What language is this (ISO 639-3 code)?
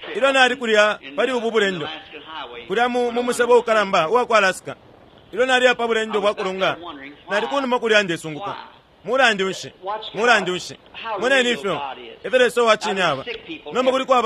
bem